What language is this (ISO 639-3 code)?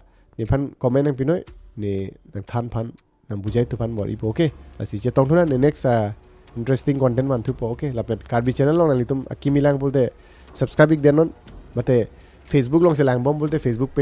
mjw